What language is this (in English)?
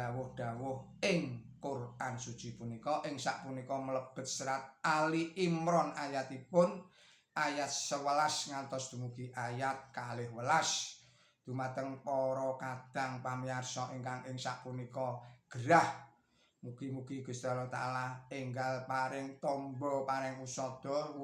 Javanese